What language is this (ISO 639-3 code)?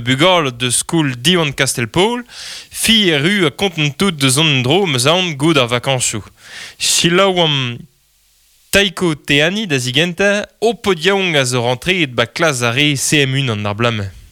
bre